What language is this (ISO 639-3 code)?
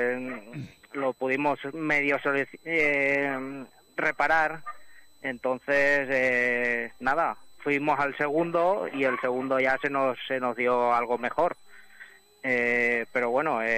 spa